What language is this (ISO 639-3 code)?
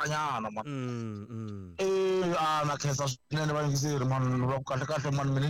tso